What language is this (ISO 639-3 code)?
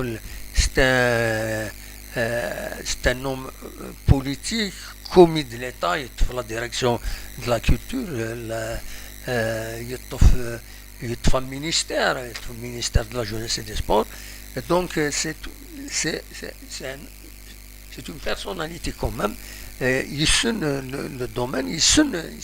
kab